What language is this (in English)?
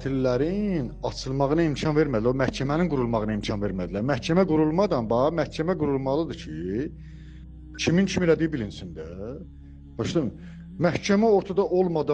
Azerbaijani